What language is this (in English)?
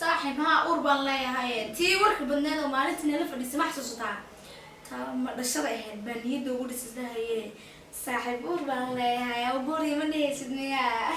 Somali